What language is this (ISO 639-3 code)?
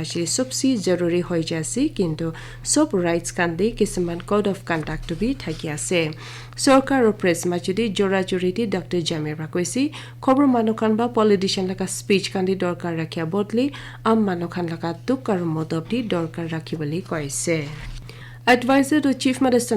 nag